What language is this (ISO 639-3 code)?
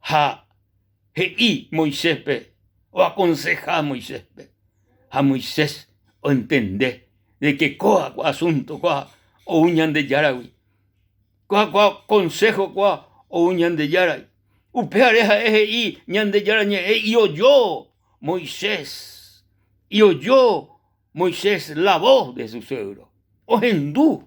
grn